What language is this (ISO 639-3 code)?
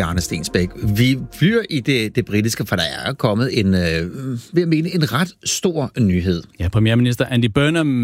dan